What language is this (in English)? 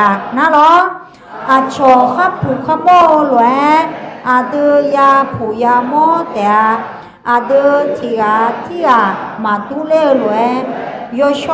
Akha